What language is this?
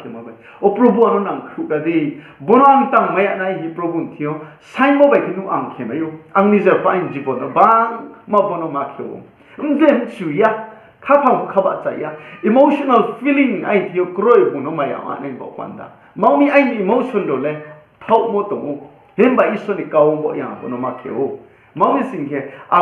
Riang (India)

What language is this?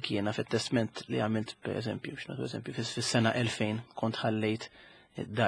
Maltese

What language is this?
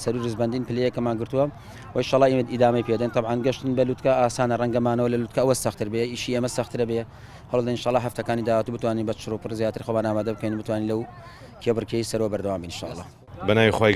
Central Kurdish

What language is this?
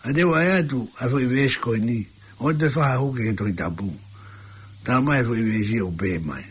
Tongan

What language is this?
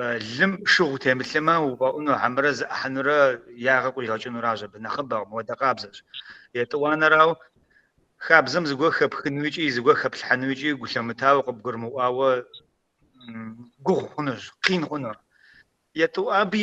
Kabardian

